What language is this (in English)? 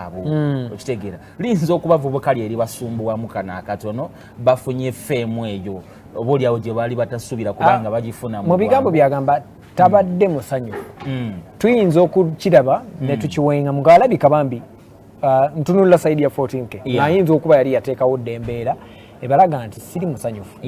Ganda